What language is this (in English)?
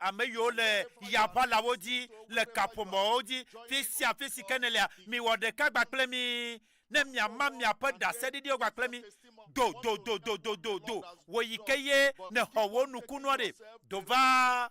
Ewe